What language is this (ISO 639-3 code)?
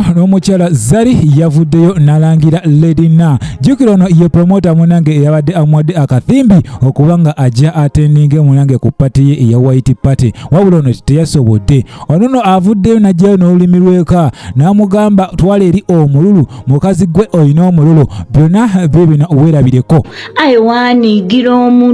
lug